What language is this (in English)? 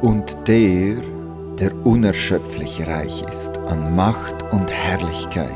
Swiss German